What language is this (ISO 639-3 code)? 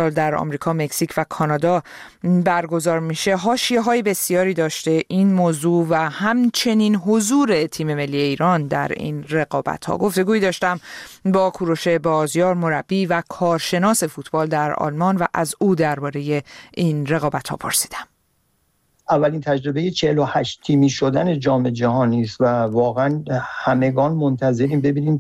fas